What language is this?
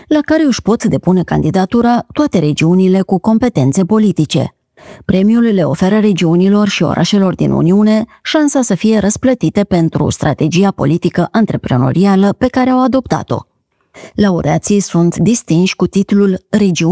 Romanian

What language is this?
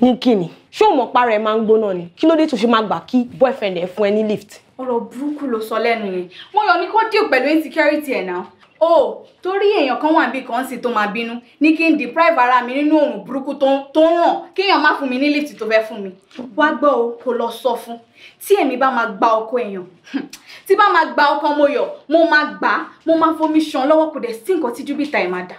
Yoruba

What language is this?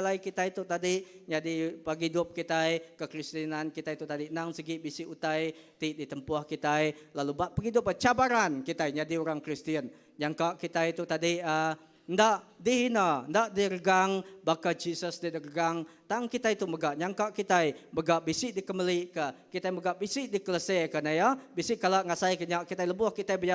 Iban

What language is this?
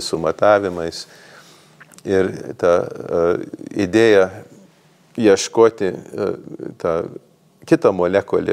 Lithuanian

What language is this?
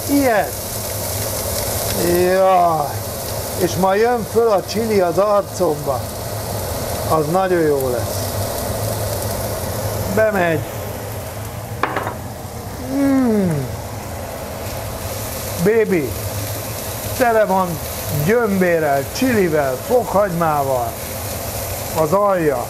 Hungarian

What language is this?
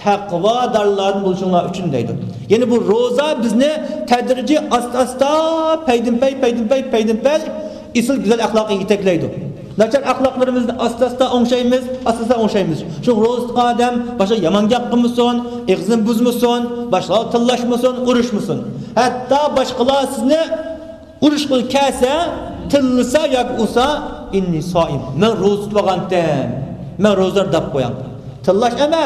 Uyghur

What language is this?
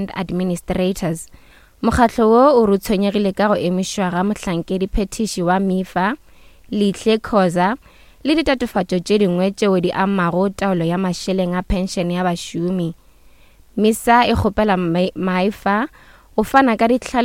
Northern Sotho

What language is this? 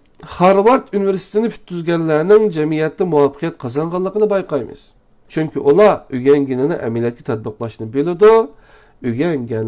Uyghur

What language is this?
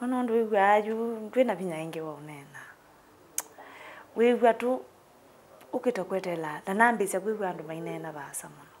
Kamba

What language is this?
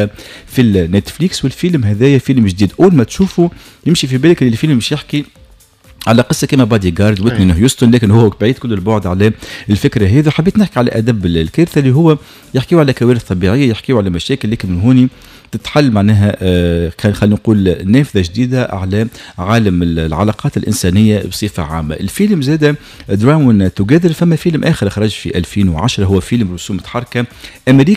Tunisian Arabic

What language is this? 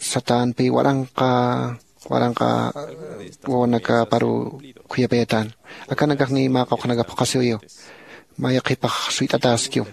Aymara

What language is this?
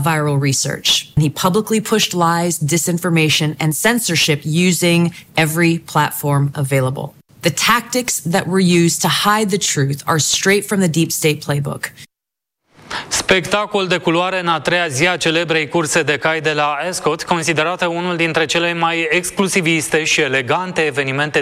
Romanian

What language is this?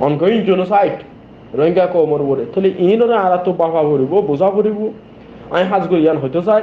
Rohingya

